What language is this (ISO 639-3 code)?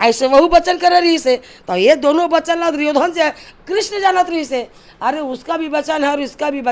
hne